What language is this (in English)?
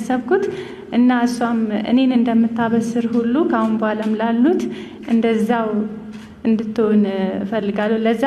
Amharic